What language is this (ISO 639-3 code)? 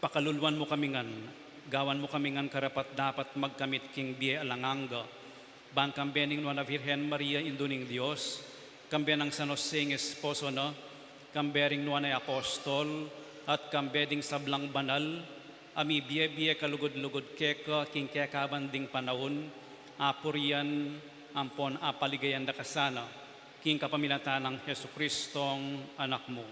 pam